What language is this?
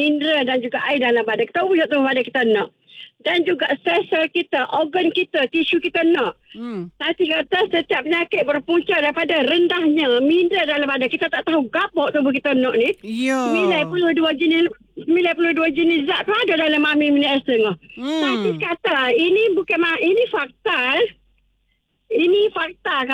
Malay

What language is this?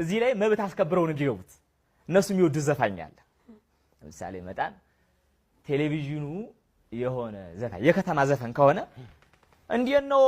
Amharic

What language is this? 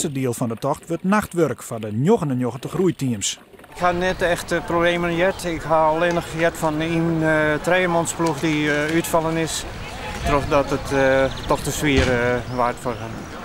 Western Frisian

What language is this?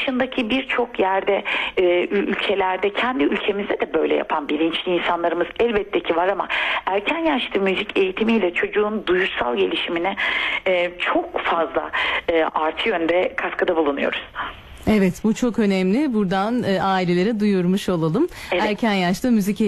Turkish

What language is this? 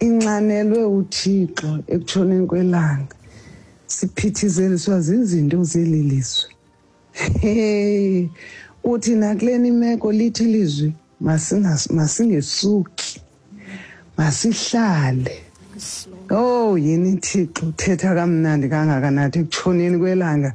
Xhosa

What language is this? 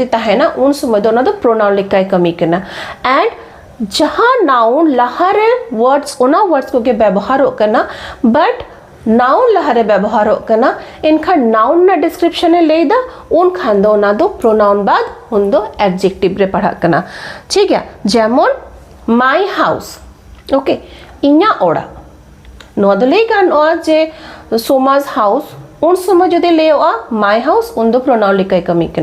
Santali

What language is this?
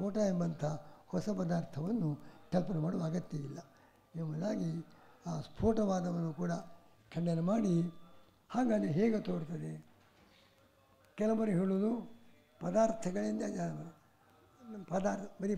Kannada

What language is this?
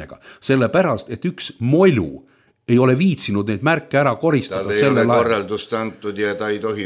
Estonian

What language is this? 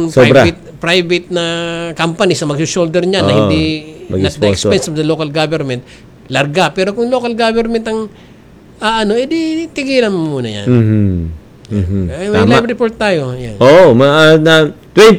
Filipino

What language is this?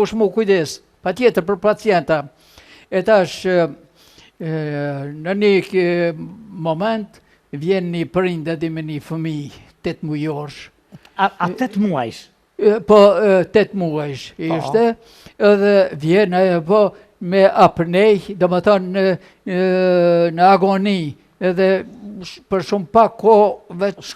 Albanian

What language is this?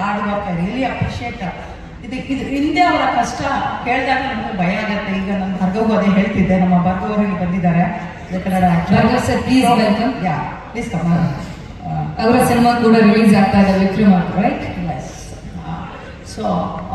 Kannada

